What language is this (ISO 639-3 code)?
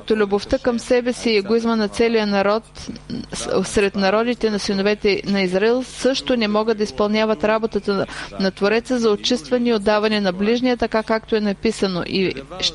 bul